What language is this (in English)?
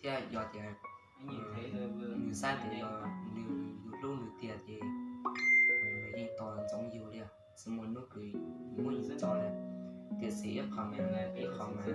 Hmong